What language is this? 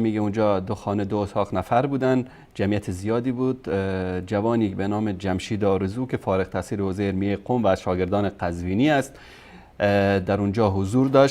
Persian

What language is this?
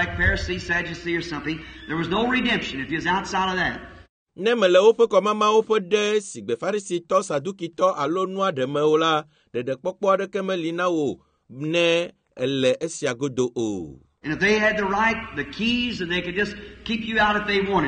Ewe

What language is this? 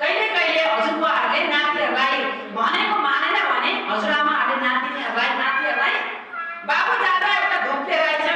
Nepali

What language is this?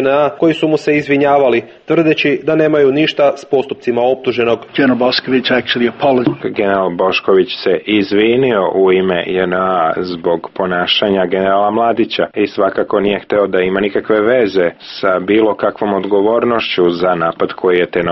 Serbian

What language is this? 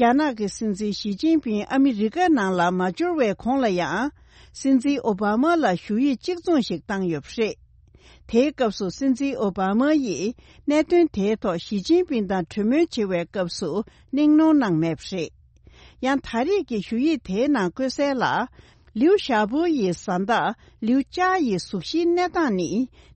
Tibetan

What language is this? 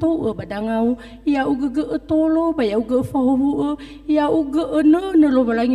Nias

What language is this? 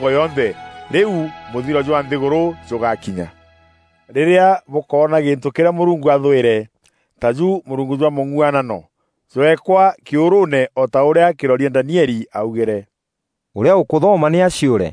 Meru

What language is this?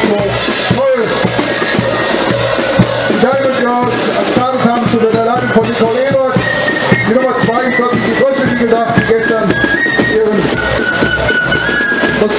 German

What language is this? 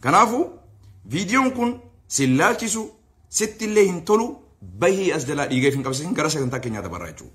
Oromo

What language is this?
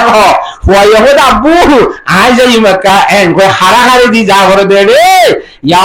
Rohingya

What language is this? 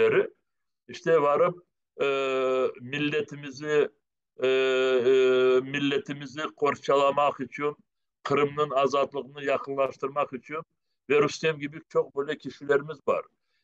Crimean Tatar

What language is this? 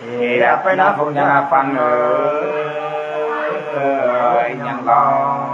Nung (Viet Nam)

